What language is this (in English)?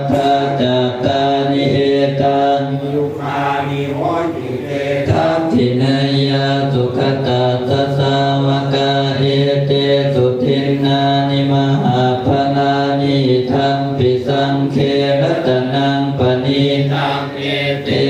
Pali